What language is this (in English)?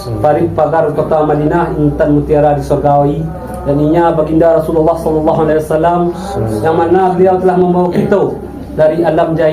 Minangkabau